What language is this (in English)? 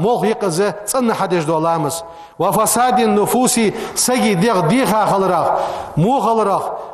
Ingush